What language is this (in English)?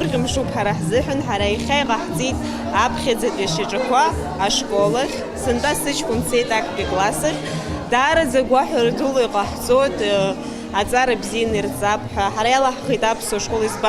Abkhazian